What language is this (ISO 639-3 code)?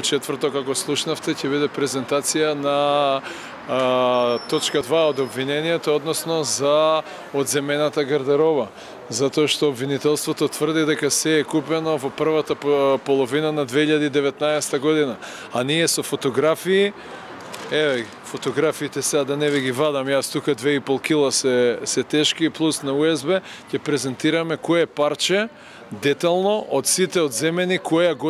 mkd